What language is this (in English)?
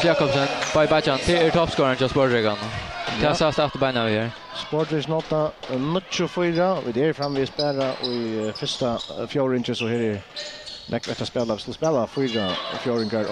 Faroese